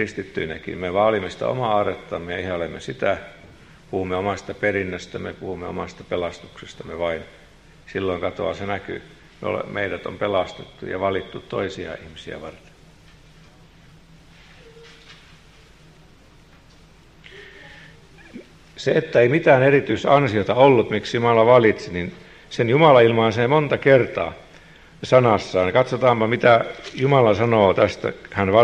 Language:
Finnish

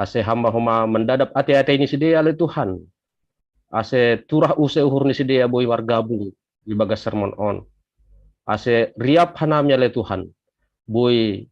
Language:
Batak Simalungun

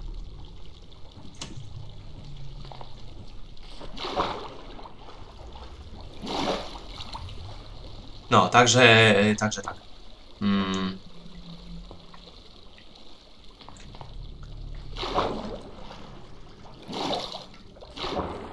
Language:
Polish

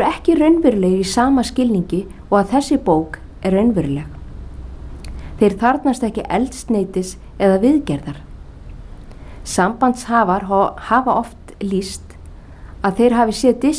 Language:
Icelandic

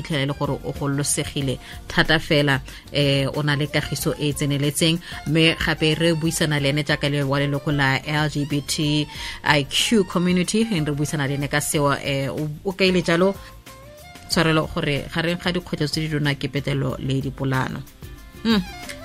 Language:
Tswana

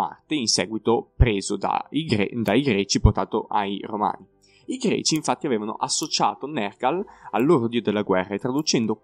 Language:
Italian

